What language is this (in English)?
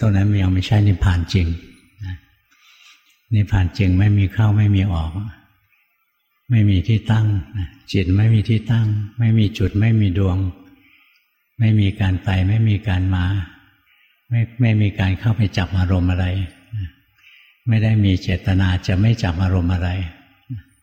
Thai